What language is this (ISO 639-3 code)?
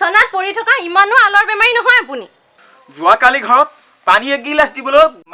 asm